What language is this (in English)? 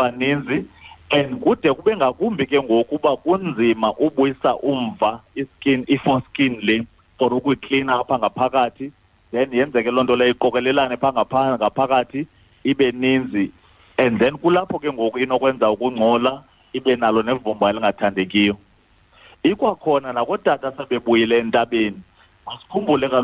Xhosa